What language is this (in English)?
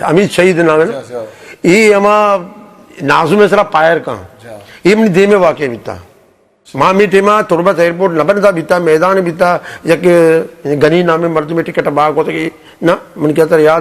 Eastern Balochi